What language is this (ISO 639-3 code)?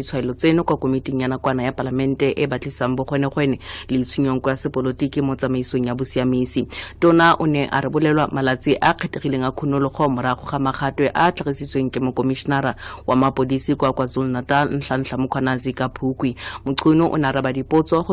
tsn